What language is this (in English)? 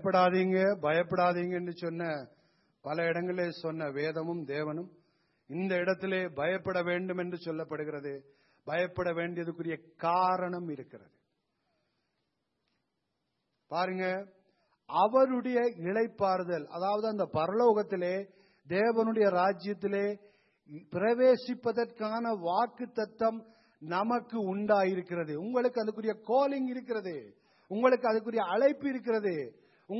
Tamil